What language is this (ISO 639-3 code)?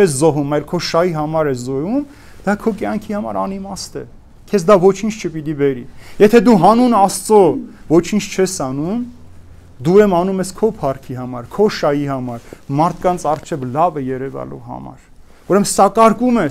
hye